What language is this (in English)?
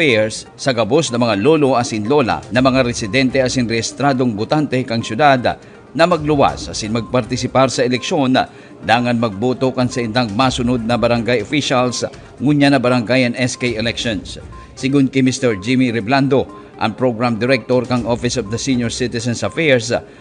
Bikol